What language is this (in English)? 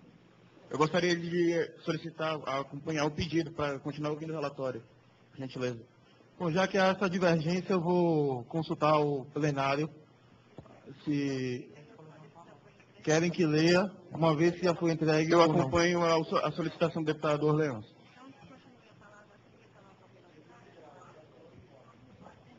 Portuguese